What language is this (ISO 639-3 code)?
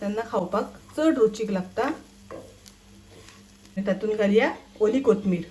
kok